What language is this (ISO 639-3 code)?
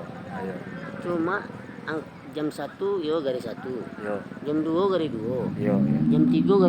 min